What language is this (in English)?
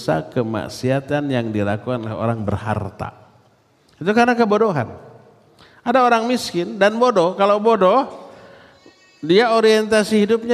Indonesian